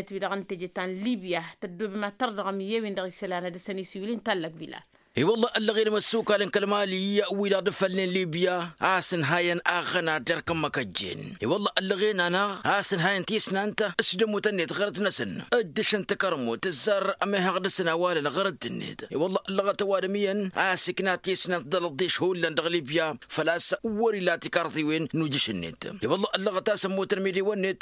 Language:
Tamasheq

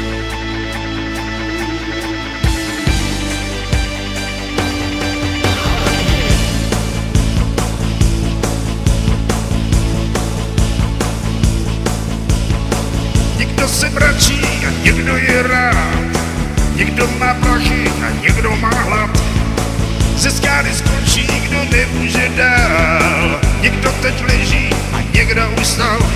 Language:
Czech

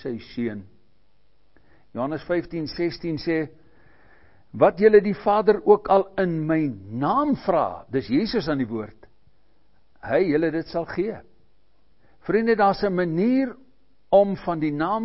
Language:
Afrikaans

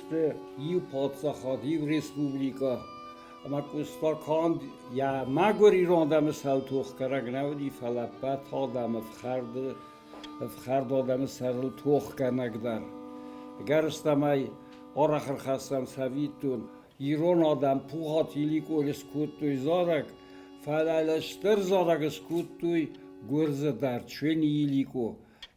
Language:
Ossetic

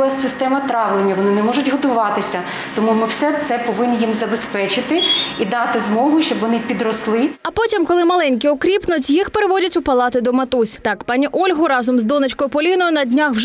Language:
Ukrainian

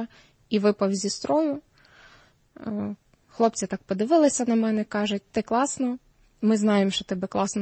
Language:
Ukrainian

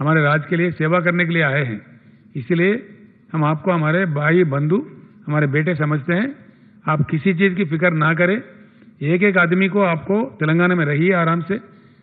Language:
Telugu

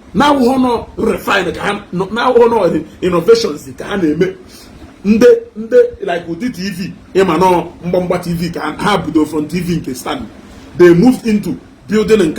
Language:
Igbo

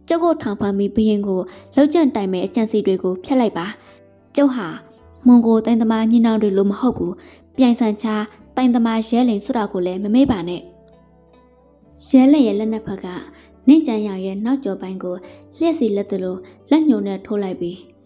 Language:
Burmese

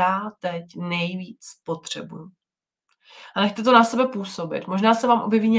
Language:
Czech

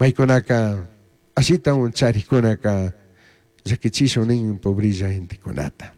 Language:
Chimborazo Highland Quichua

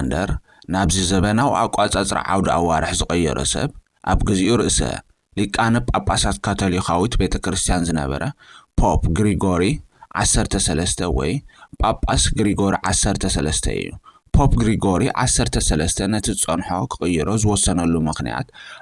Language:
Tigrinya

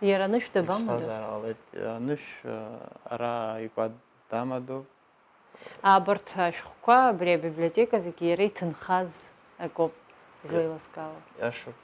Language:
Abkhazian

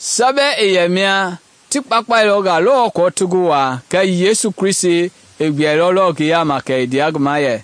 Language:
Mende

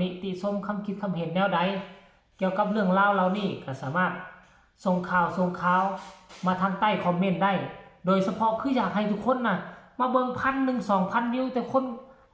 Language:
Northeastern Thai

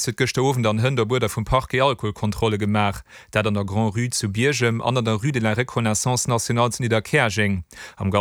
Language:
Luxembourgish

